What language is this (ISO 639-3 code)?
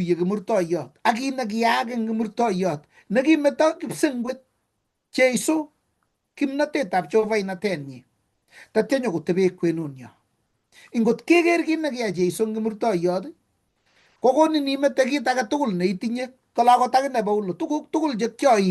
kln